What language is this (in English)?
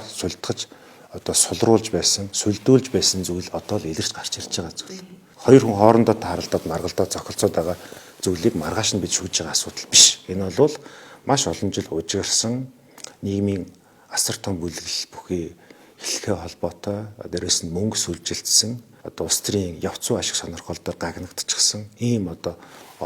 Mongolian